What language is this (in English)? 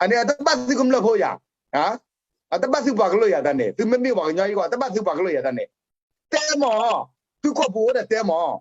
S'gaw Karen